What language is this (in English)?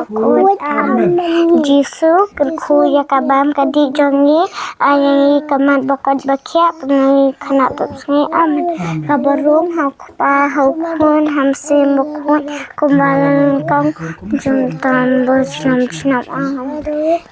Khasi